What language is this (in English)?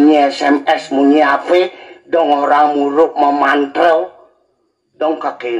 Balinese